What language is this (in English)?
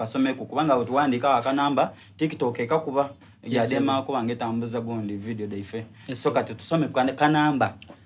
Soga